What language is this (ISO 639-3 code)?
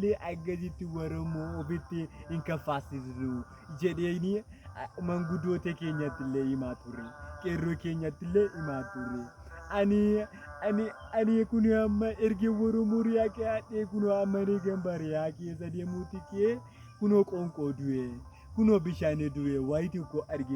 orm